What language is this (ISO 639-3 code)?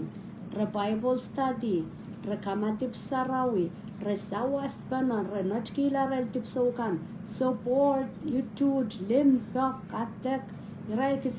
pon